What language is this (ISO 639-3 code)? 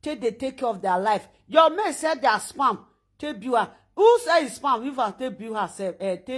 pcm